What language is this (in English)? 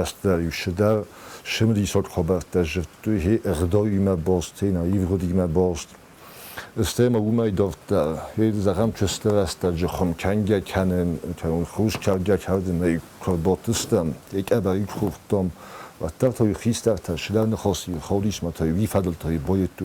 Ossetic